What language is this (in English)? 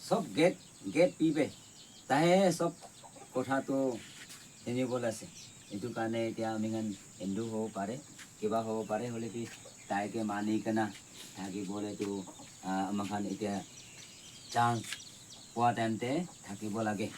Naga Pidgin